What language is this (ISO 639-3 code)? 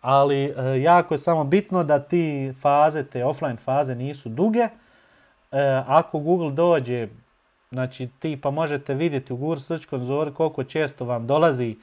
bos